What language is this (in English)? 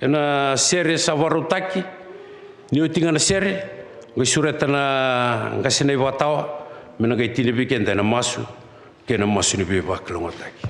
Fijian